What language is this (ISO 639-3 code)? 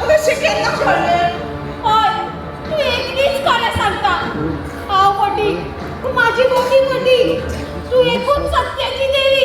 kok